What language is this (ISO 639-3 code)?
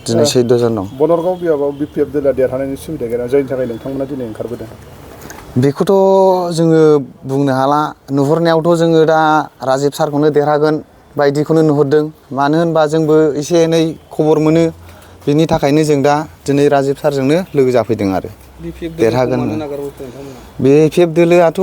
brx